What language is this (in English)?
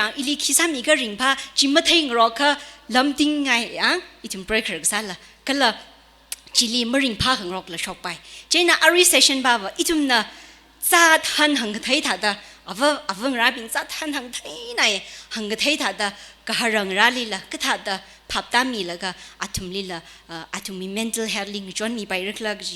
Tangkhul Naga (India)